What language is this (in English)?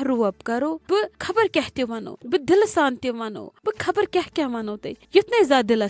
Kashmiri